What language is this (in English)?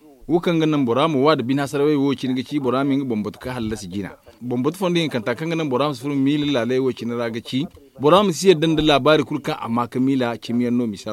Zarma